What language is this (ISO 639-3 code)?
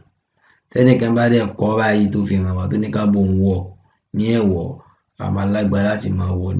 yor